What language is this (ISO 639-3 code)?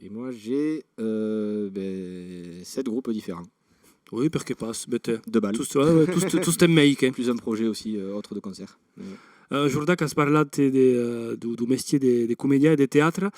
oci